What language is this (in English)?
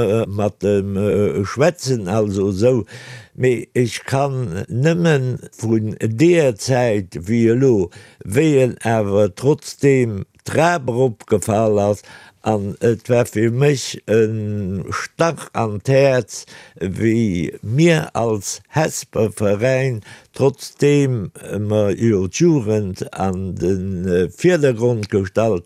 Luxembourgish